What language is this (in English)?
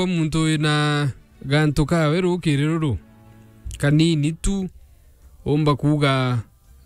Meru